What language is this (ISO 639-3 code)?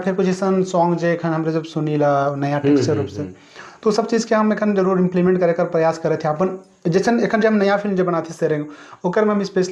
sck